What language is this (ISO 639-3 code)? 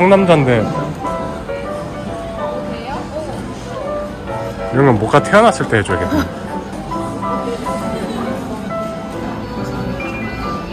kor